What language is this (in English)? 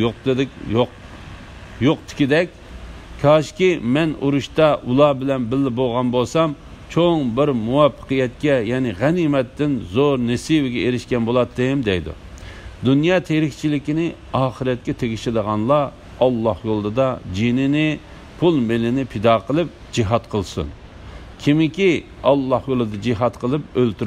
Uyghur